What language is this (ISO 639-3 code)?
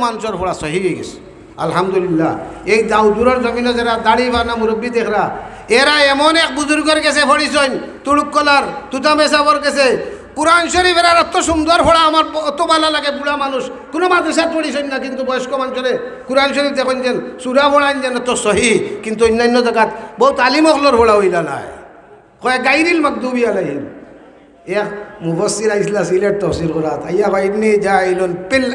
syl